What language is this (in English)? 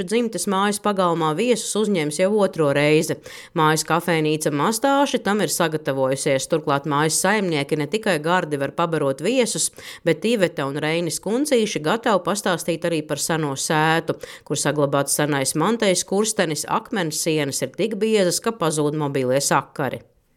Latvian